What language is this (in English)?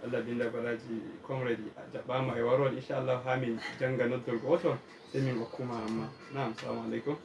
Fula